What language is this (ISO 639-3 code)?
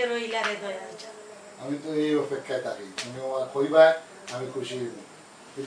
syl